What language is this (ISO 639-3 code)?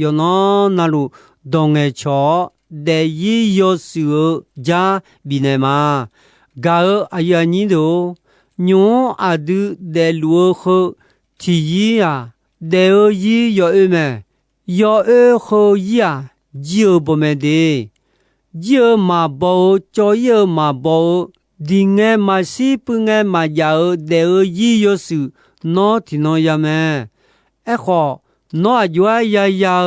ahk